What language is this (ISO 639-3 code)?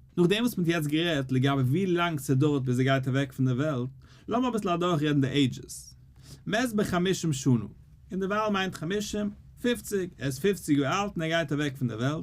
yid